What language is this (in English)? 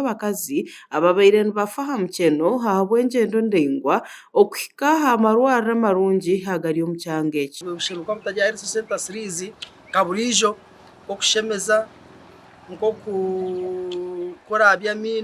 Nyankole